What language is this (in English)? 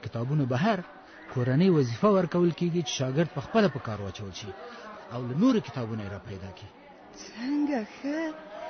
Pashto